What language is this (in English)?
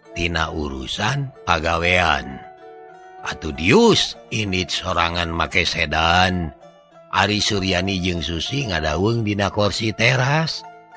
Sundanese